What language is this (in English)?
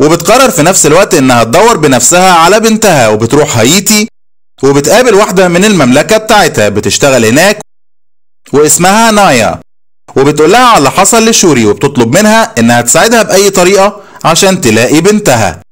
Egyptian Arabic